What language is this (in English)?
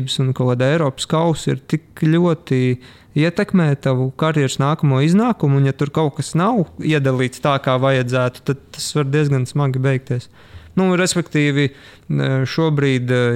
Latvian